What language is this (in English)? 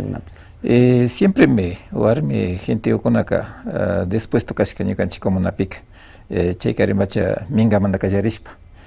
Imbabura Highland Quichua